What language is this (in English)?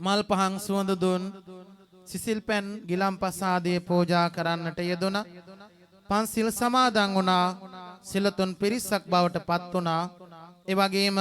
Sinhala